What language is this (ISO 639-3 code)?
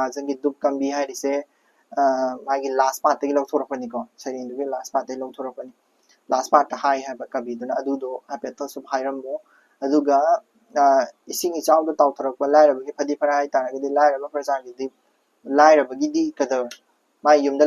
mni